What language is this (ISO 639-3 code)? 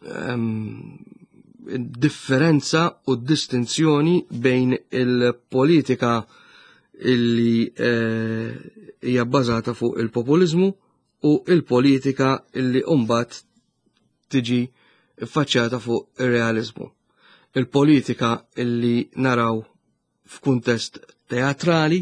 mlt